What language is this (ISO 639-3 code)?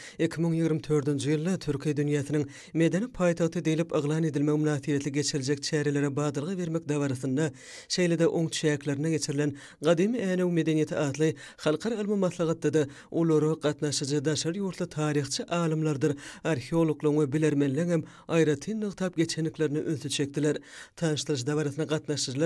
tuk